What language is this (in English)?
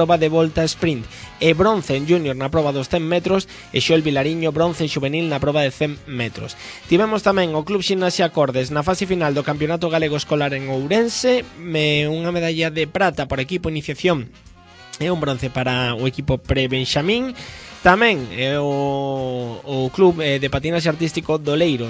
Galician